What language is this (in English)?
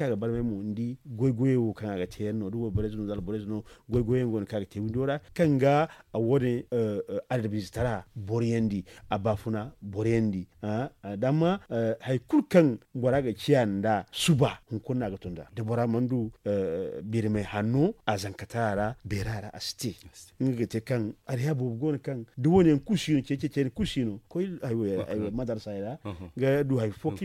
Zarma